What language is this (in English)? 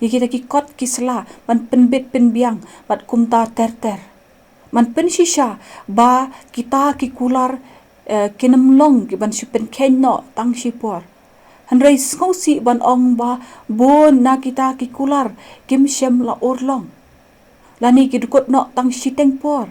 Khasi